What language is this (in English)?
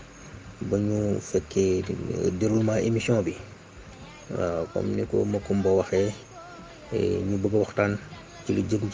Wolof